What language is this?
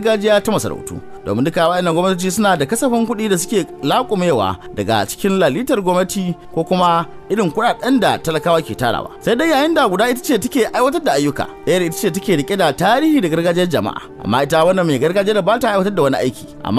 Hausa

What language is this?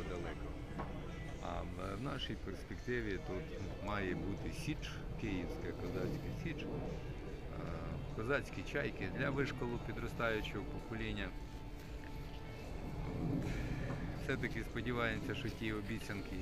Ukrainian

